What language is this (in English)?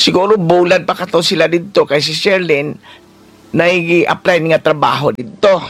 Cebuano